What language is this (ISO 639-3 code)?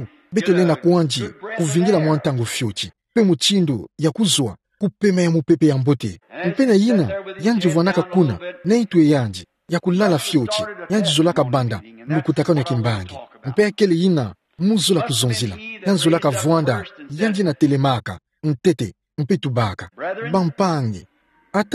ktu